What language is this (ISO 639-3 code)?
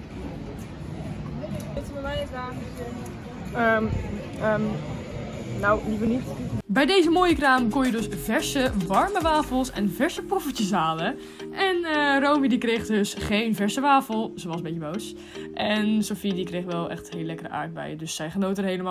nld